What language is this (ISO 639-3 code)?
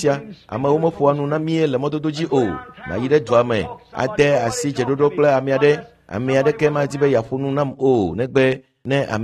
ewe